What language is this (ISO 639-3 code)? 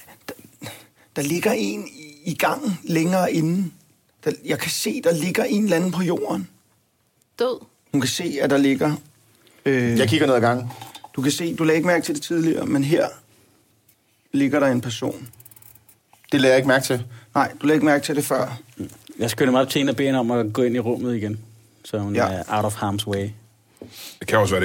dan